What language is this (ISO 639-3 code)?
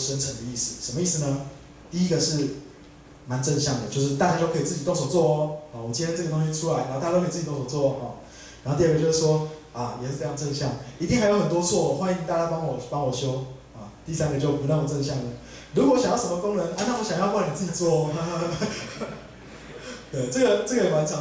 zho